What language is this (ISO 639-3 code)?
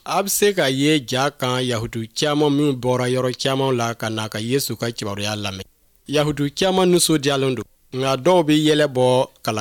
bam